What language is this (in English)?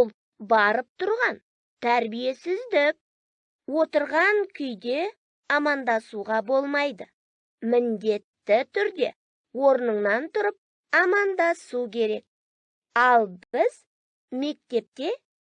Kazakh